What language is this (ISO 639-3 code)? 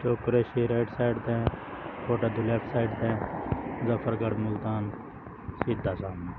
skr